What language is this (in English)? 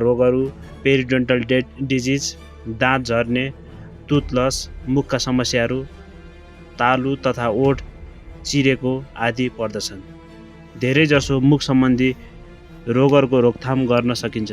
Nepali